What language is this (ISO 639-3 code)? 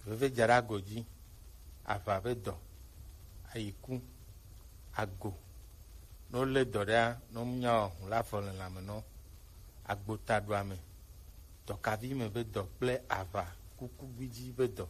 gej